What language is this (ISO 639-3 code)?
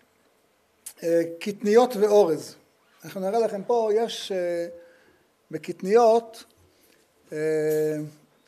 heb